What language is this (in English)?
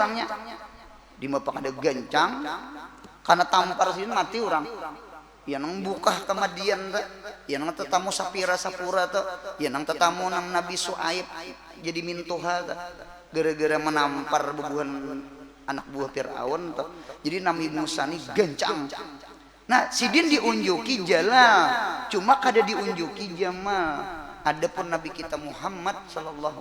Banjar